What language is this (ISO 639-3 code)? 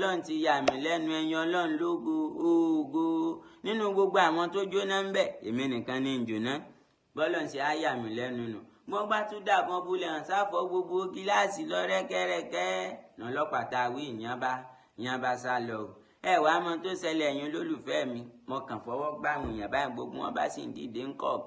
yor